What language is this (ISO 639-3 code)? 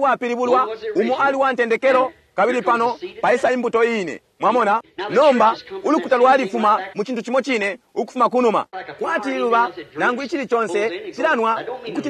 bem